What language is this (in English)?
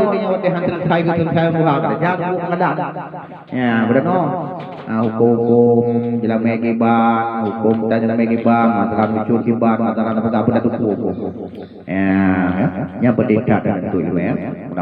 Achinese